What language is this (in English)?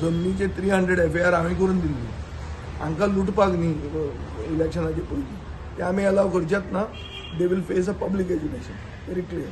Konkani